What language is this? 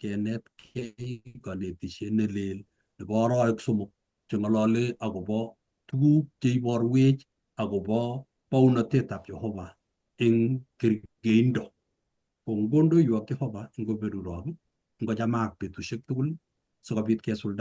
Kalenjin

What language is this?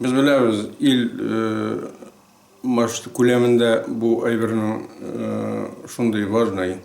Tatar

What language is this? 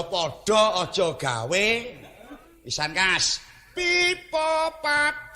Javanese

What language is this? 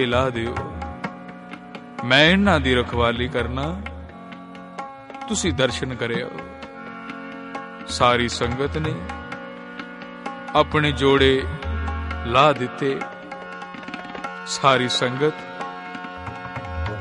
Punjabi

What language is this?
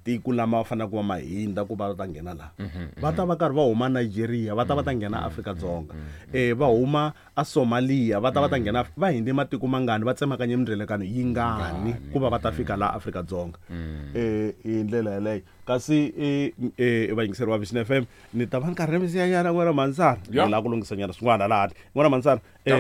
Tsonga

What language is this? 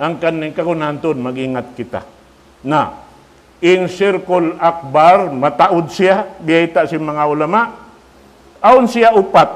Tausug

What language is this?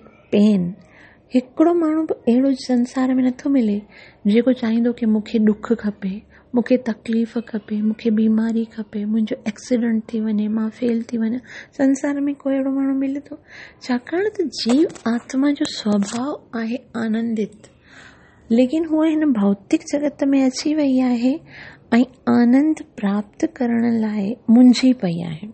Sindhi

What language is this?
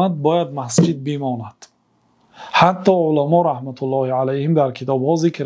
Tajik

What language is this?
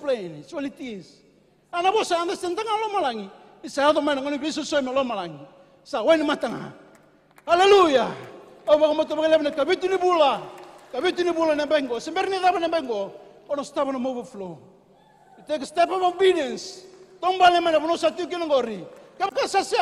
Fijian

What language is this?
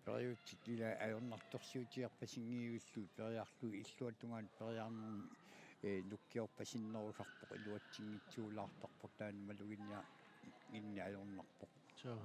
Kalaallisut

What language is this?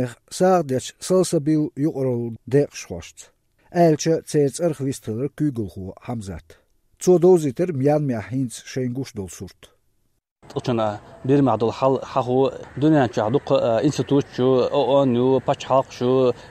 Chechen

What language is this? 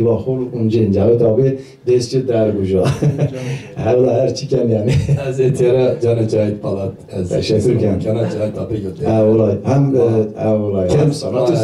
Zaza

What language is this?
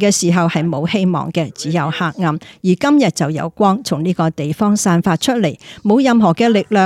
Cantonese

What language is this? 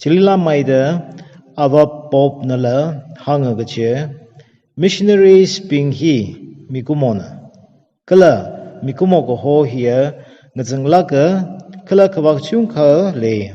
Tangkhul Naga (India)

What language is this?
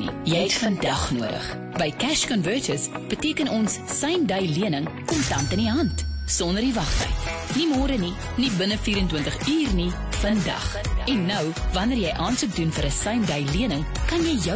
Afrikaans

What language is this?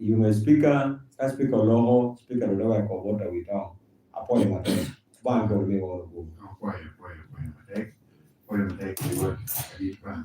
Lango (Uganda)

